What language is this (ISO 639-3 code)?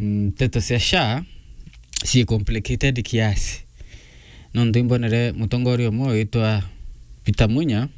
mer